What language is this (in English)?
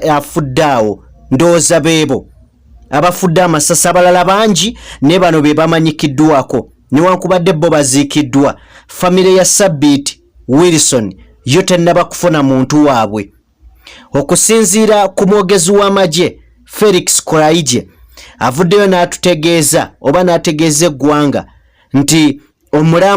Ganda